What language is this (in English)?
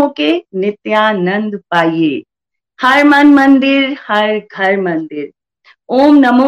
Hindi